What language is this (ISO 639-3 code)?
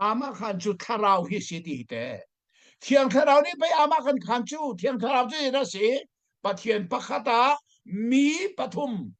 cnh